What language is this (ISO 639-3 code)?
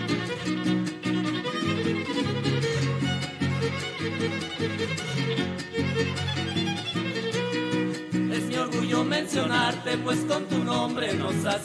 spa